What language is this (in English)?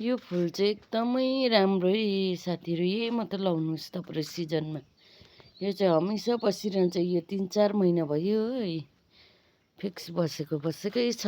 Nepali